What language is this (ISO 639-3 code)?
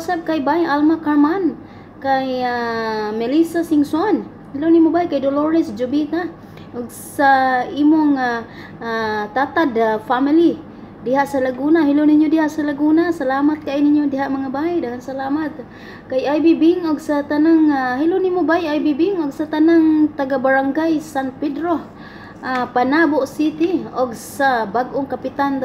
ceb